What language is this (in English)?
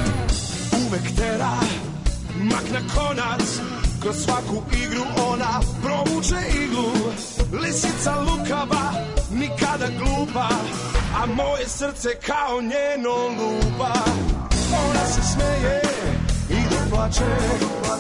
Serbian